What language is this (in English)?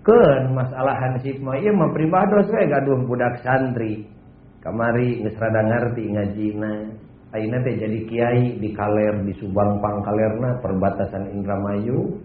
Sundanese